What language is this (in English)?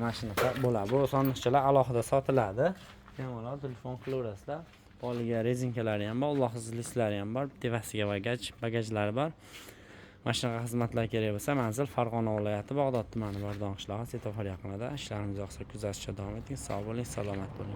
Uzbek